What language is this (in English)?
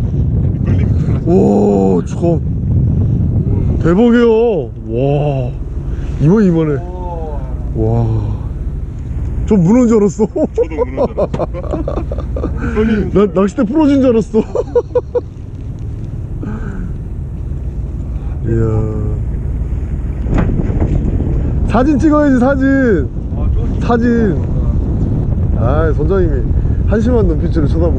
Korean